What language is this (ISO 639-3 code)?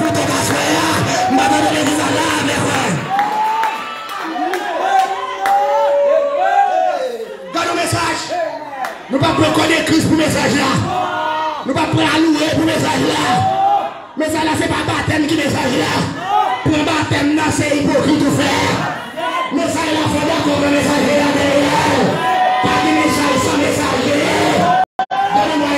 fra